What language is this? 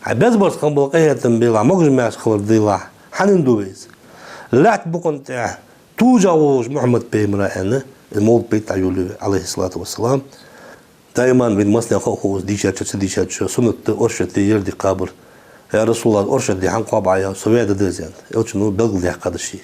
Ingush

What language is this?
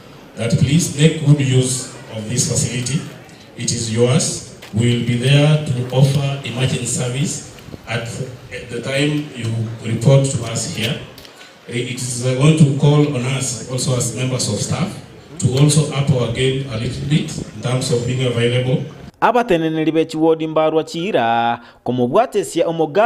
Gusii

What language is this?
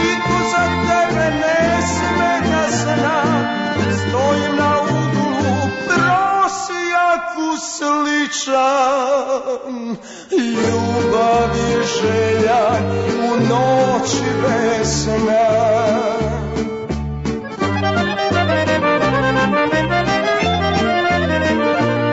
Serbian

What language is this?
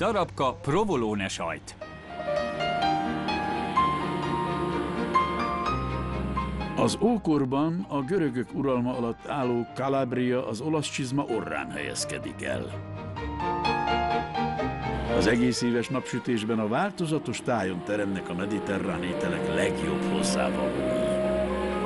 Hungarian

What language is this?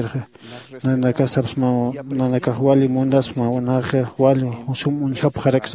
Aymara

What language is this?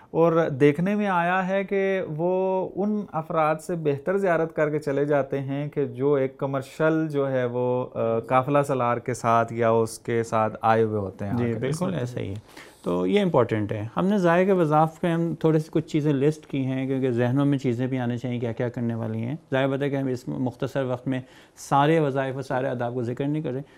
Urdu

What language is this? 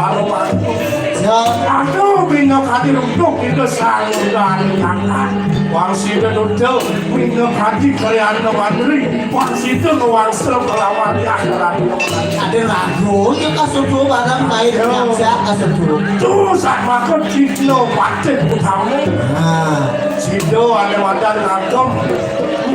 Balinese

